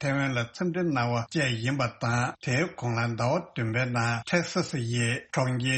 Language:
Tibetan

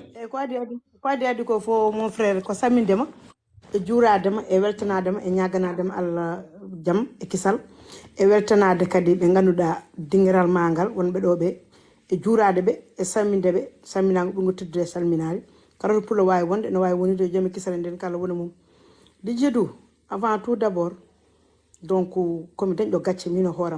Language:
Fula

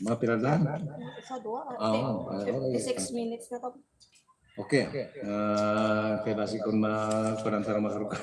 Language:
Hiligaynon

